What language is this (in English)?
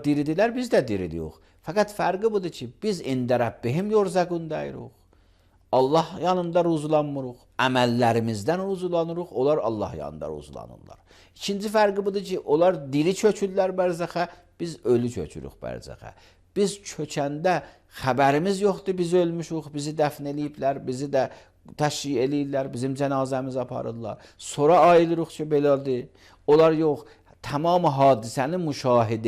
Azerbaijani